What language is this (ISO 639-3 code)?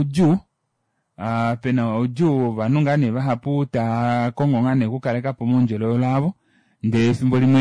kua